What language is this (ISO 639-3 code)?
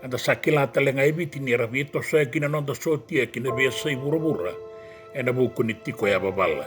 fij